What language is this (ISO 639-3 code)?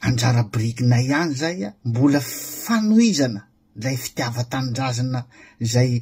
mlg